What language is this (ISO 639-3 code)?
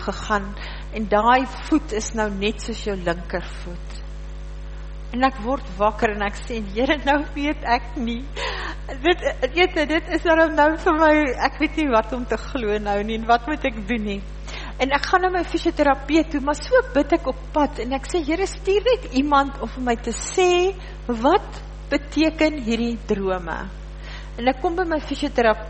afr